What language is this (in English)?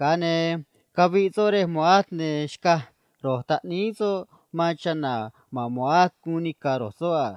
Copala Triqui